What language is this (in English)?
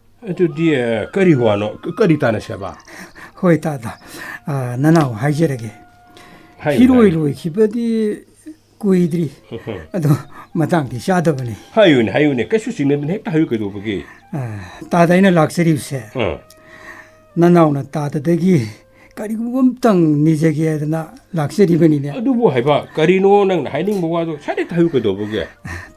Manipuri